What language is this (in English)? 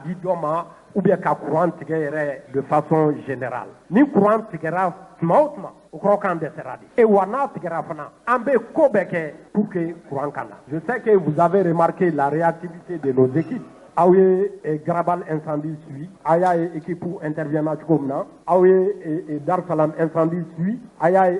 Bambara